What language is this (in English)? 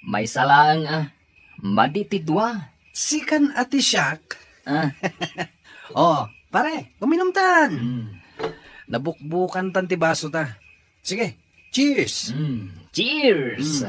Iloko